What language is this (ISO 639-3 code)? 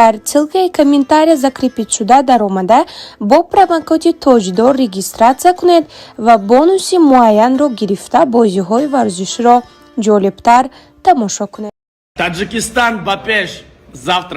tgk